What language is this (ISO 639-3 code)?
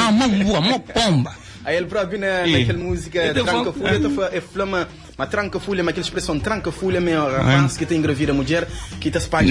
kea